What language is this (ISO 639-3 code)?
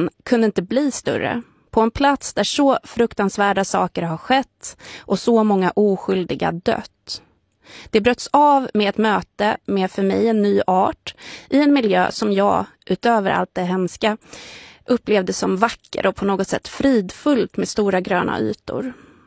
swe